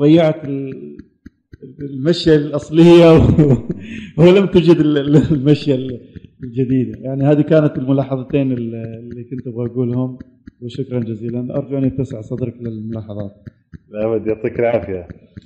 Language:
Arabic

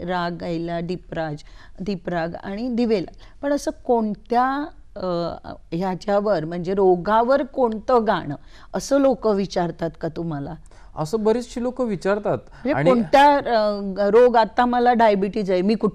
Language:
Marathi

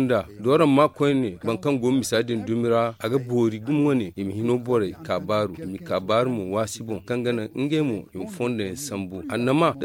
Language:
Zarma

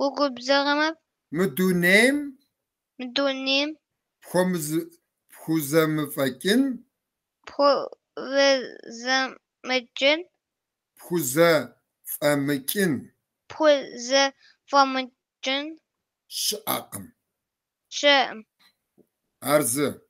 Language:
Kabardian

